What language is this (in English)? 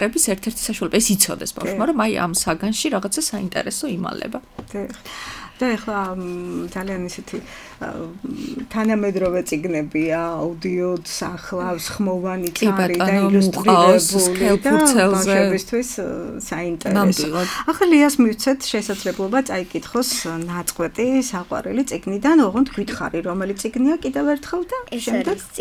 Georgian